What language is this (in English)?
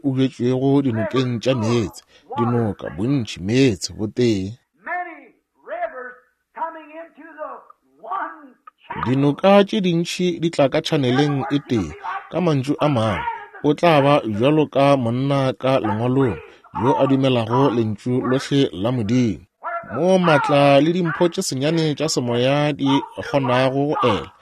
Northern Sotho